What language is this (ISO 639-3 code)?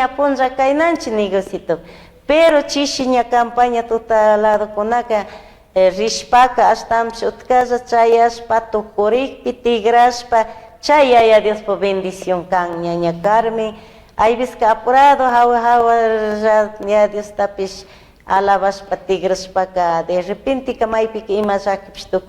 qug